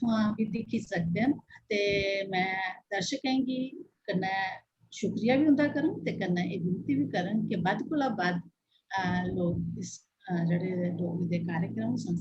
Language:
Dogri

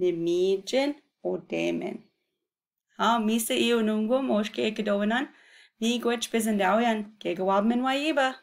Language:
Chippewa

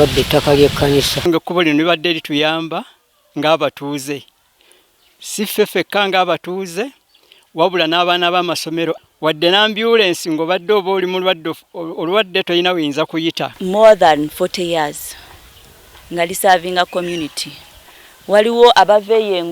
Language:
Ganda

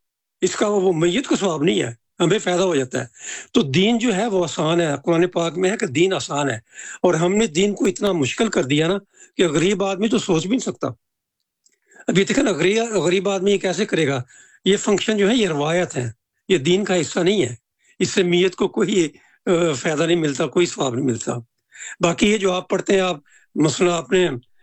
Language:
Urdu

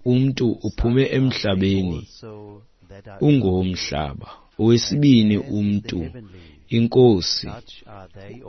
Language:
Xhosa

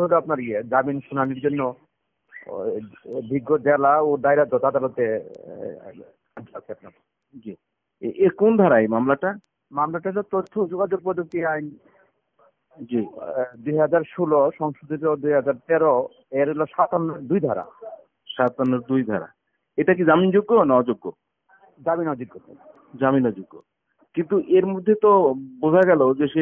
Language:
Bangla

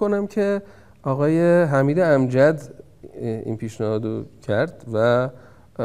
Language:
Persian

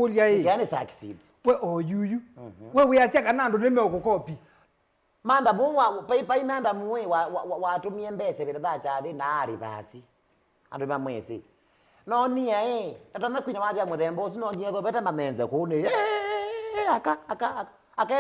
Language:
Kamba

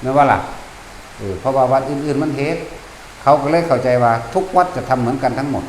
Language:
Northeastern Thai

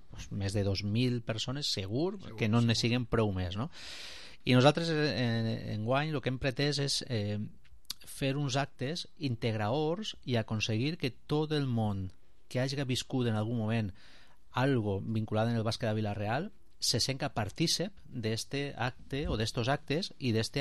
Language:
Catalan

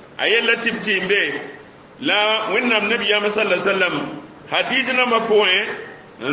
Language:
Mossi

